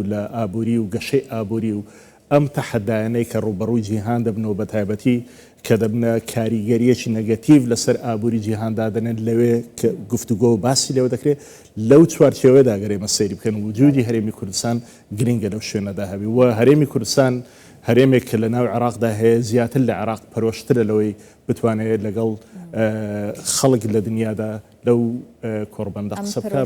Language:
Central Kurdish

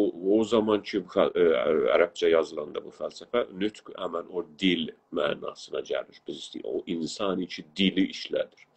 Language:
South Azerbaijani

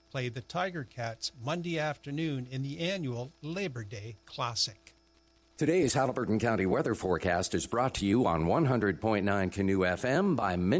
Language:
English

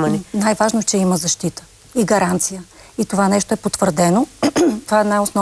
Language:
Bulgarian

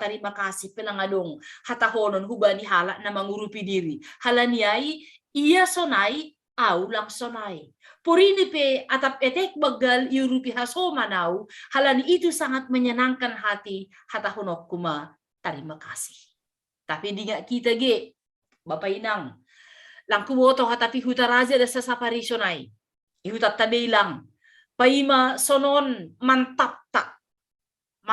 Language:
Batak Simalungun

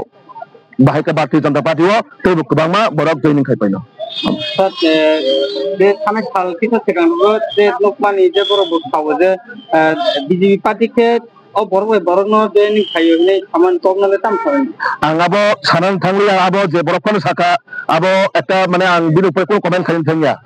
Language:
Kok Borok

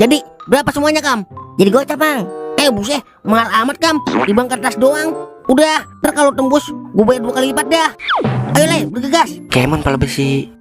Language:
Betawi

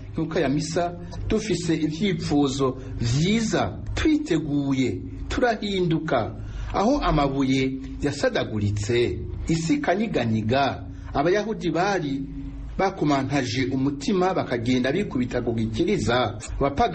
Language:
Rundi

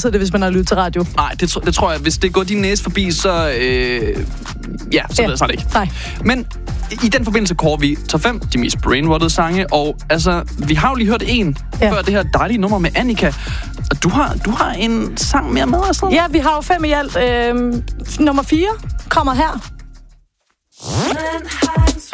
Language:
Danish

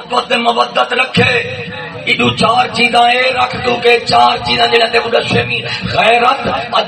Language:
Saraiki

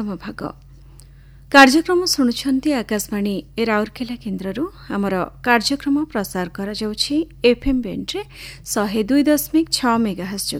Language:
Odia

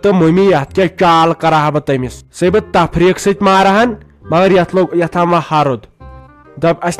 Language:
Kashmiri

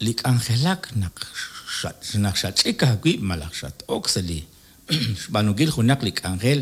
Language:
Kekchí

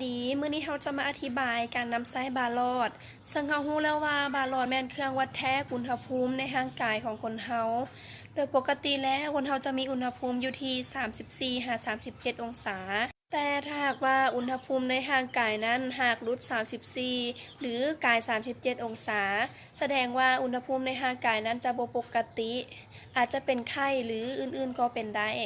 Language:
Lao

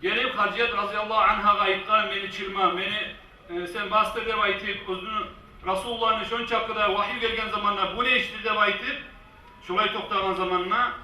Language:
Kumyk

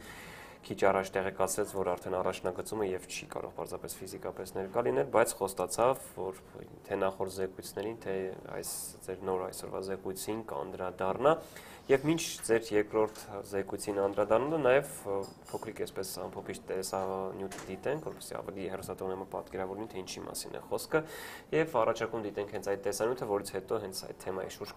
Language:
Armenian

